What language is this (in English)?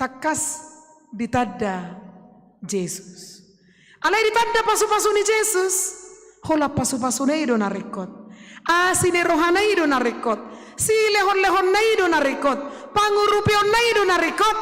Batak Toba